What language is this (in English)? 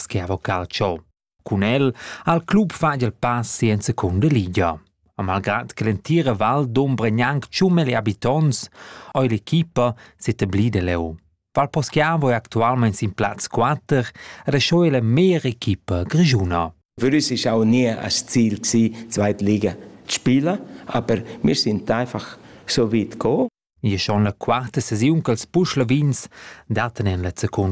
Romansh